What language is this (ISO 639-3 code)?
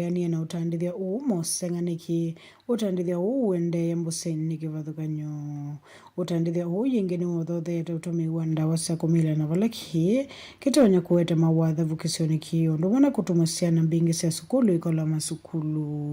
kam